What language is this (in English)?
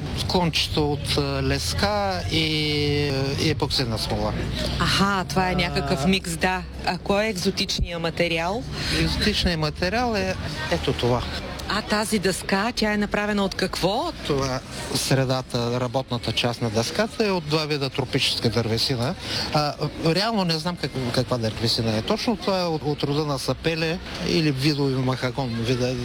Bulgarian